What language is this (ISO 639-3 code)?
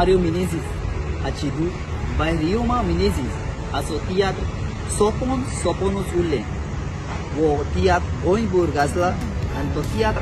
kok